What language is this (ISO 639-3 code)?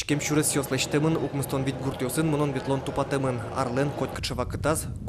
udm